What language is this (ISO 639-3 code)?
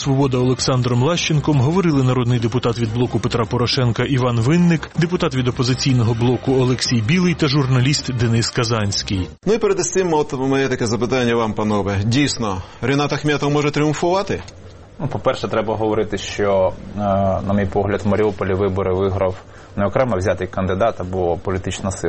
ukr